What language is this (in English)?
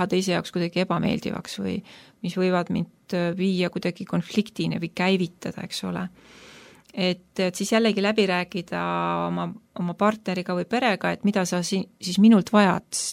Estonian